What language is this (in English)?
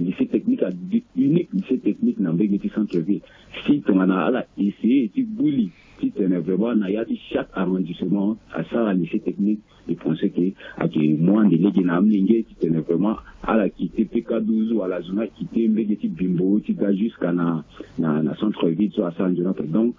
Sango